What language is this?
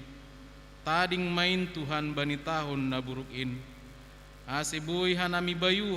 Batak Simalungun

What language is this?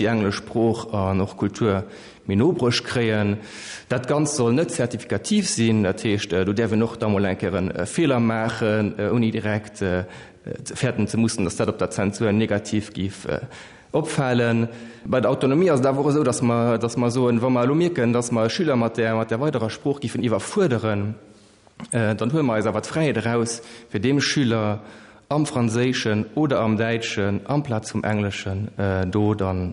Luxembourgish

